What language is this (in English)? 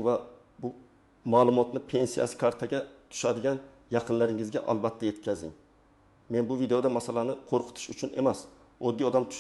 Uzbek